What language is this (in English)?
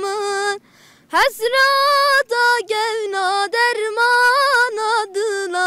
Zaza